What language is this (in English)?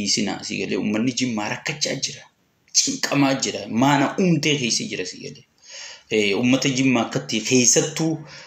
Oromo